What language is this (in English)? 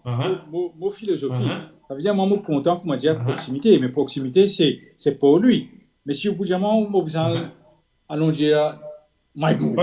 Morisyen